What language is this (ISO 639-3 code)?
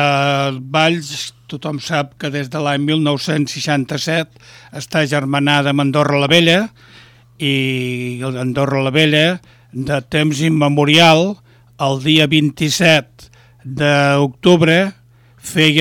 cat